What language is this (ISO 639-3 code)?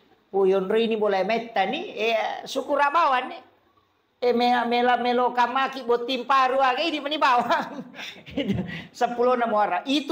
bug